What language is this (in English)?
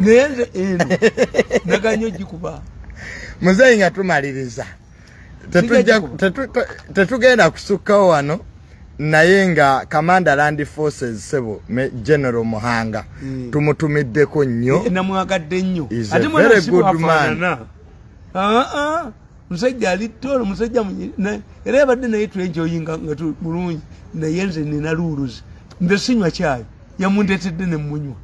Ganda